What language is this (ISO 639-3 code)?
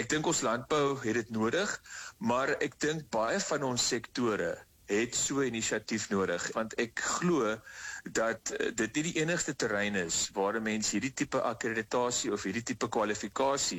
afr